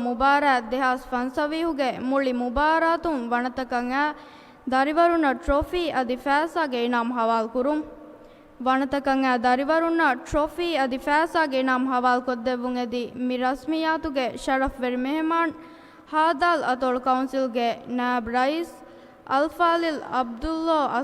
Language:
Divehi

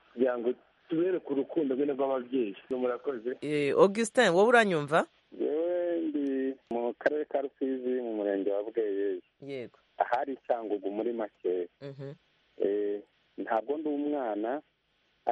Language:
Kinyarwanda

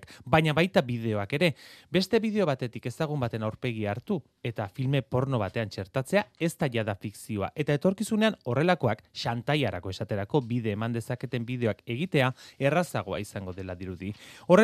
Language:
Basque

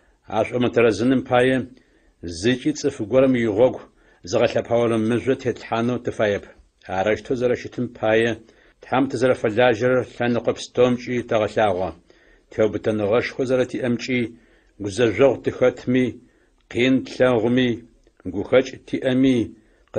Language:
Adyghe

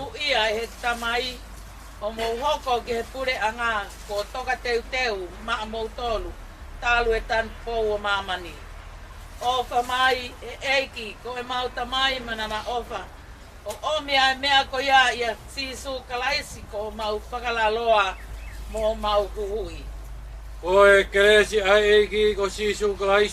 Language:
Tongan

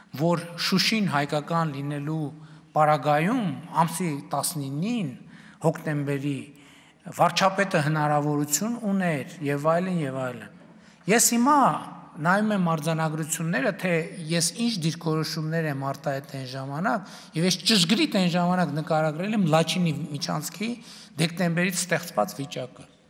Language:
Armenian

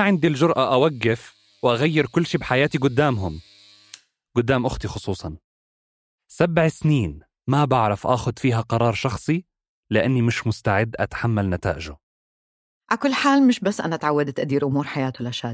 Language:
North Levantine Arabic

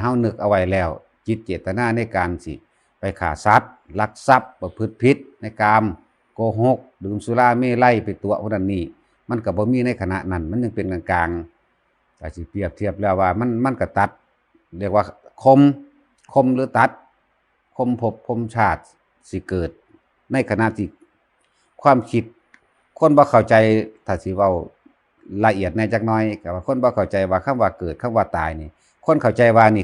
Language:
Northeastern Thai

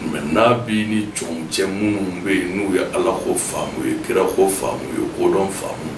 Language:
Bambara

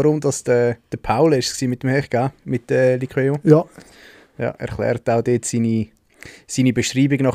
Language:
Swiss German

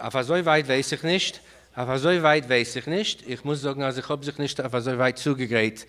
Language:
Yiddish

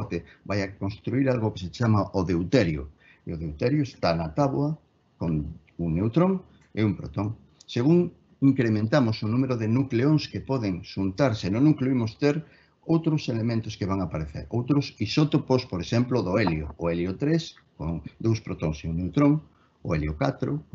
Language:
Galician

